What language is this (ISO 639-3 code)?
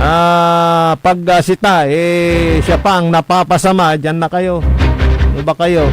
pag